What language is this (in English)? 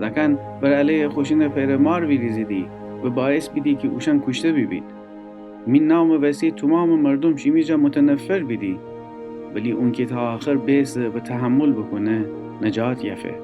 Gilaki